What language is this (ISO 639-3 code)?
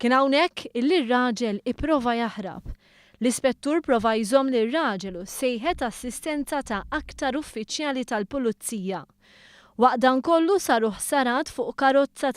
mlt